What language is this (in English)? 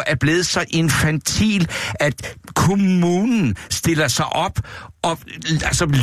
Danish